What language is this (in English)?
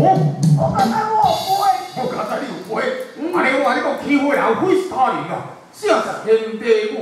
Min Nan Chinese